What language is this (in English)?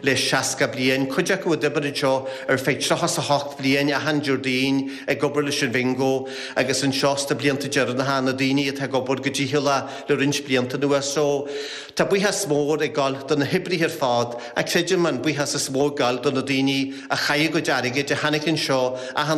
Irish